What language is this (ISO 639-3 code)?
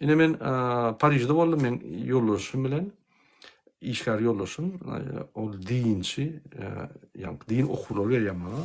tuk